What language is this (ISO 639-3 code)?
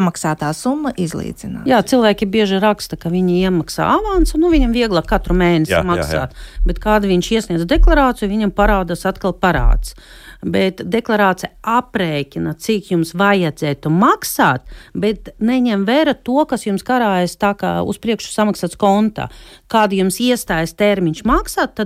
lav